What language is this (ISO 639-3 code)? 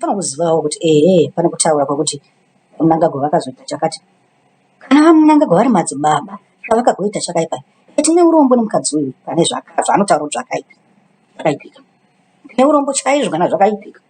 sna